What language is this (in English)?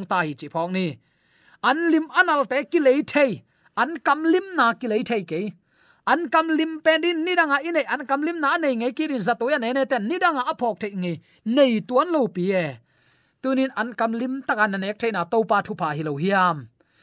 Tedim Chin